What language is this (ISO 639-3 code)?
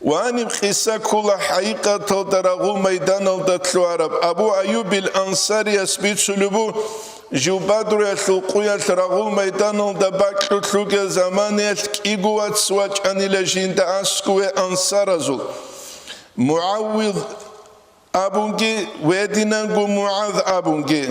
ava